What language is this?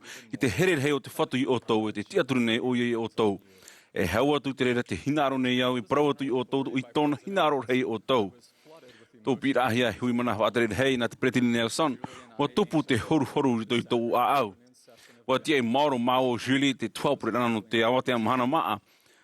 Tahitian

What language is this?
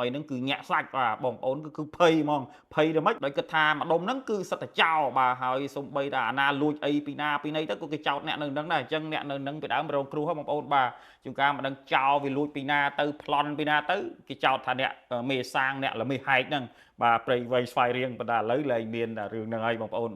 Khmer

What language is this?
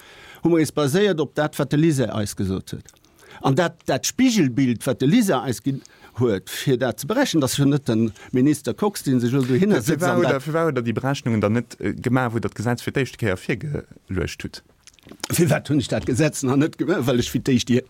Luxembourgish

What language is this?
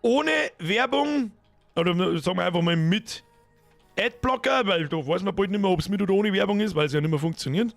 Bavarian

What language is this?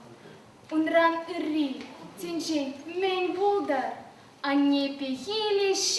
Chuvash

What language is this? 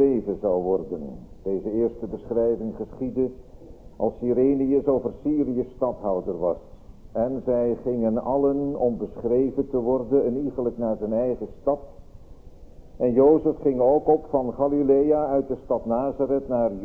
Dutch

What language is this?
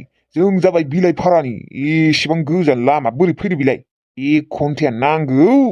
Bodo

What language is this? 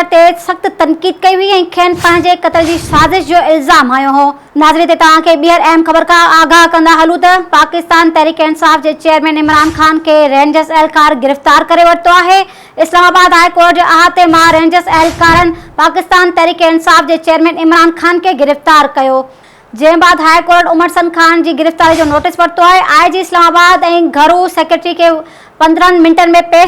Sindhi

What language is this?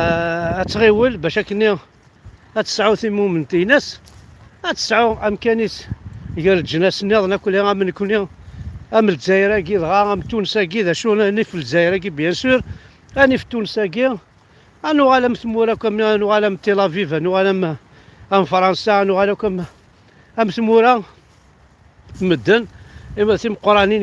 Kabyle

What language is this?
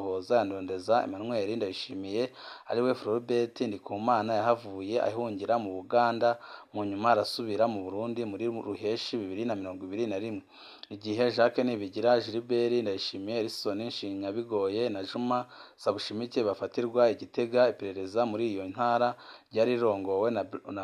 Rundi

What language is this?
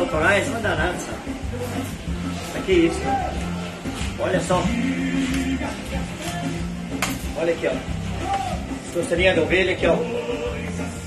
Portuguese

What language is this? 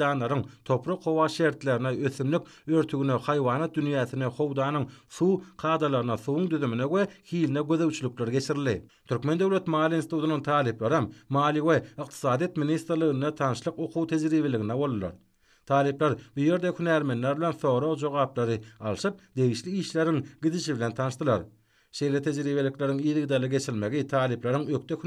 Turkmen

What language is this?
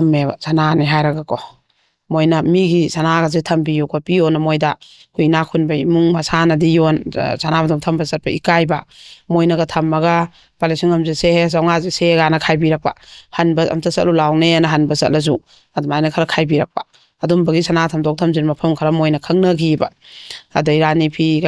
Manipuri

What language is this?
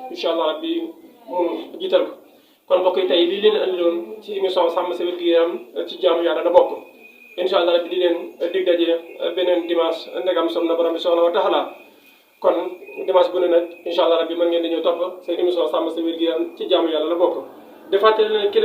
Wolof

